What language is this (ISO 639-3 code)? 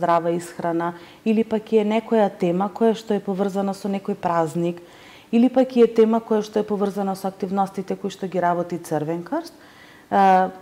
mkd